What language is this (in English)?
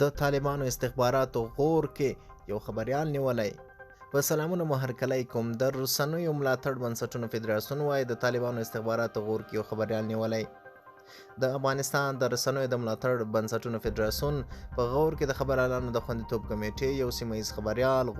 Pashto